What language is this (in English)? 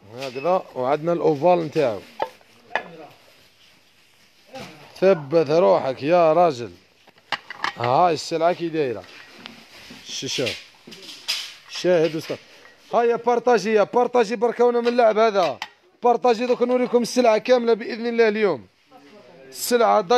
Algerian Arabic